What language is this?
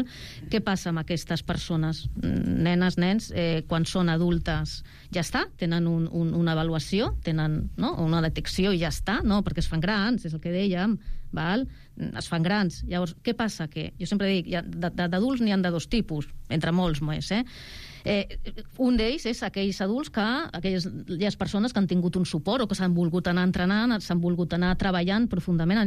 Catalan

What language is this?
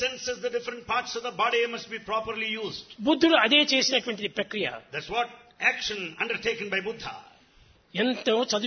Telugu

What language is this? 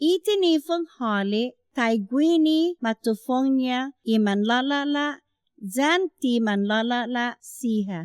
Chamorro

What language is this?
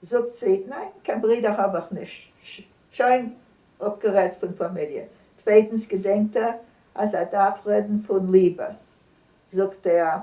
Yiddish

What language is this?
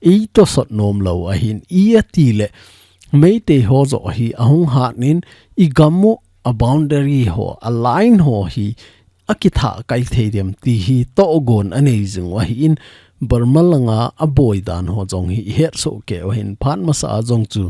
Thado Chin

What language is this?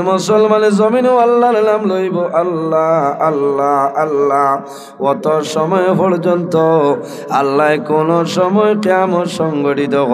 Sylheti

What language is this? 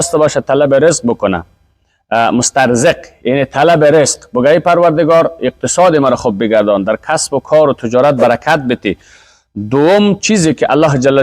Persian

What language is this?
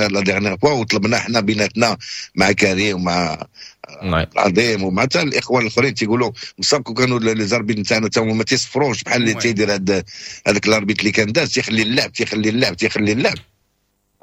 Moroccan Arabic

